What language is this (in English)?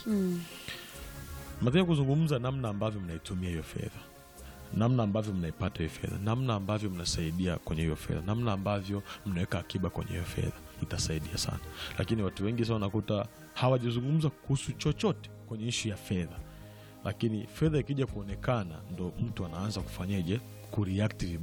Swahili